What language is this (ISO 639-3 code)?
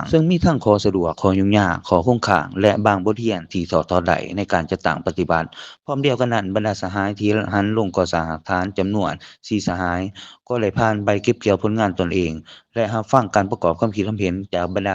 lao